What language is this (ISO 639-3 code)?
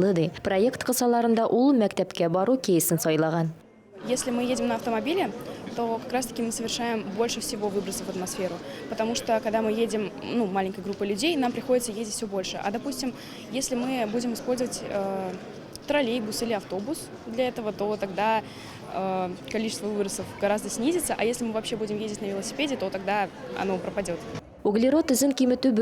tat